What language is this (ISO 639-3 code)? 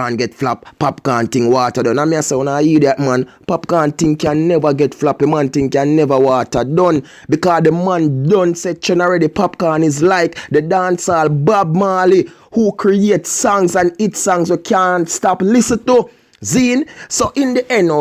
jam